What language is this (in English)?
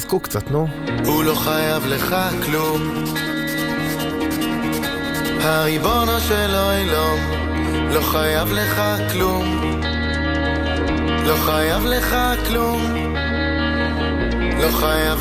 Hebrew